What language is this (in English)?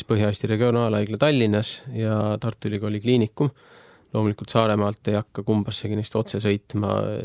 Estonian